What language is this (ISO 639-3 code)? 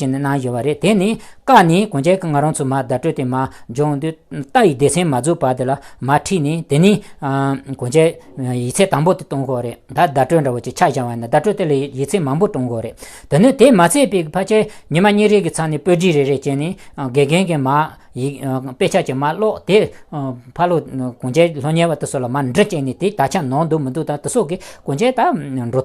bod